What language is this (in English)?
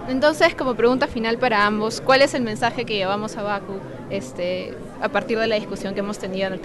Spanish